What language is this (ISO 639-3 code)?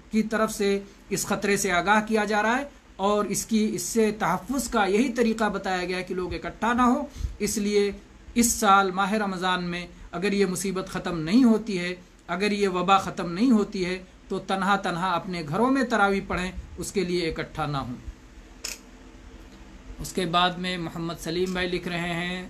urd